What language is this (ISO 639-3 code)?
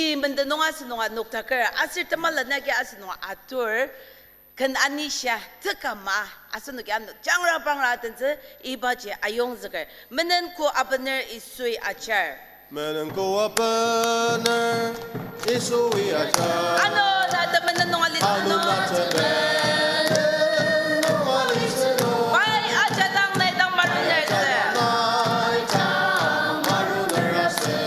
njo